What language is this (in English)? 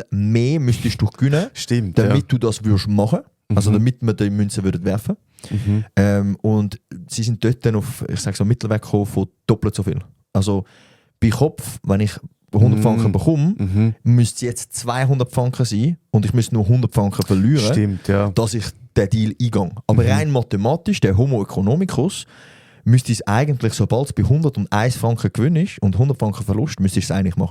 Swiss German